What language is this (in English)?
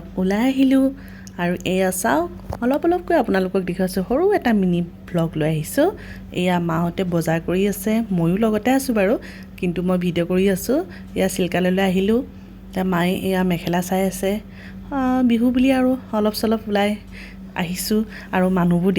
Assamese